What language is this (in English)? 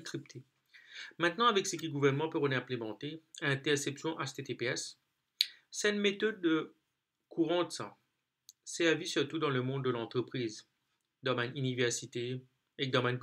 Morisyen